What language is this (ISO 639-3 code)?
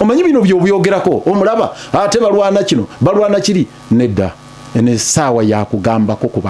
lug